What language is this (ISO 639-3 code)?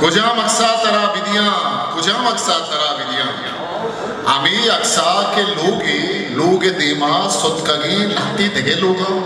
bgp